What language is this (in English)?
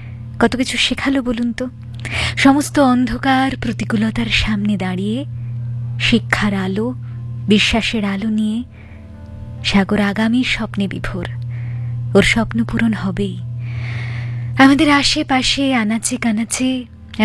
Bangla